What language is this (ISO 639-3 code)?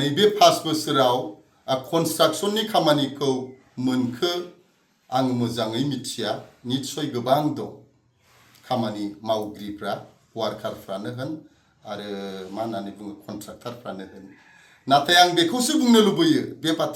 brx